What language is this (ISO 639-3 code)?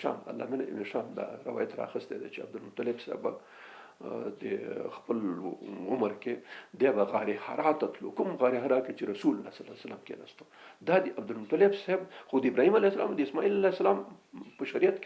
pus